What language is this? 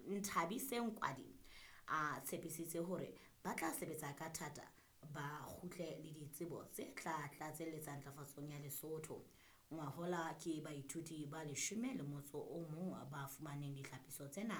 Southern Sotho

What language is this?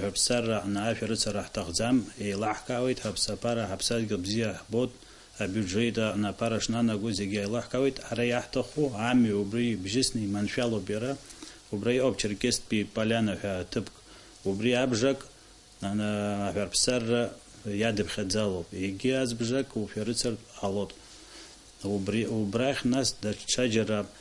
Abkhazian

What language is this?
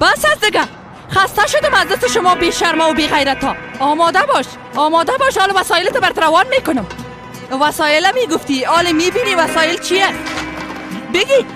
Persian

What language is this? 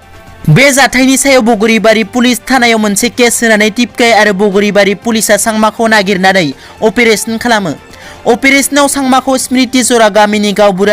Bodo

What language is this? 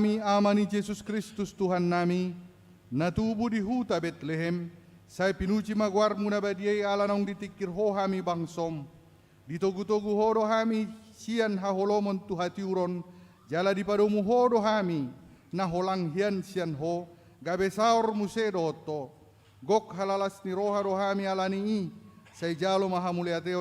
Batak Toba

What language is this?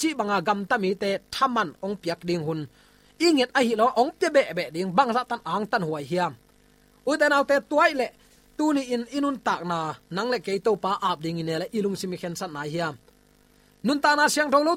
Tedim Chin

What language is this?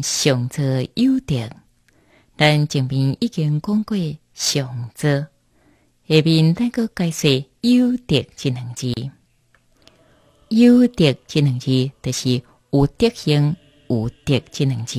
Chinese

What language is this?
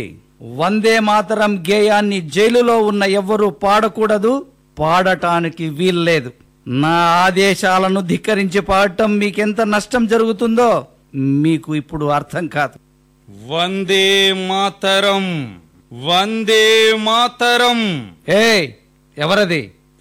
Telugu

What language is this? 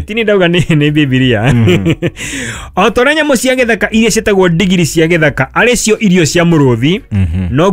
Kikuyu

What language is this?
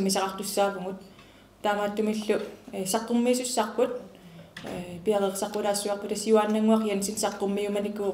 Kalaallisut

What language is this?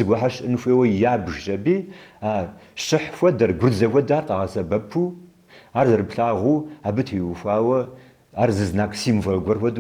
Kabardian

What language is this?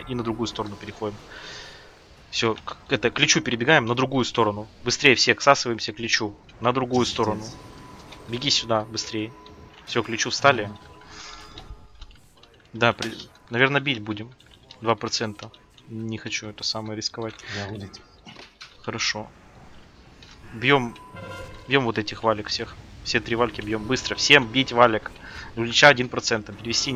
Russian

